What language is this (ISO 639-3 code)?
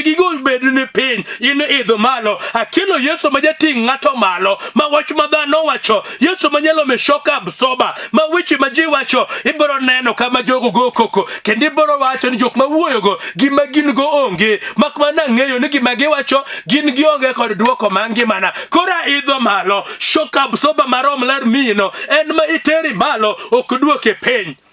luo